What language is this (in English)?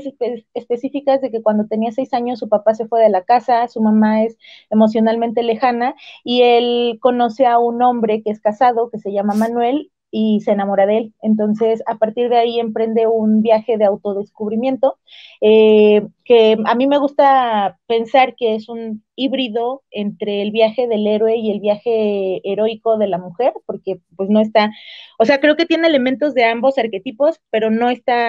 Spanish